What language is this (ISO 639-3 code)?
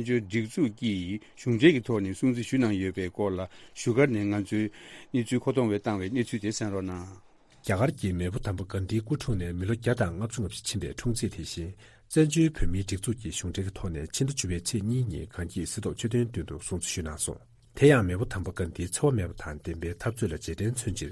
bod